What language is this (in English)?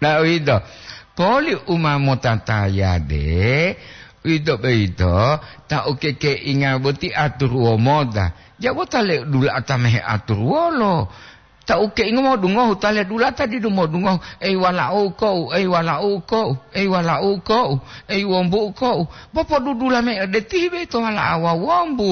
Gorontalo